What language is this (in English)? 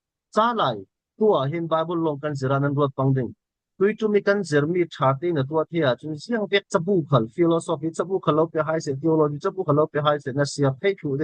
Falam Chin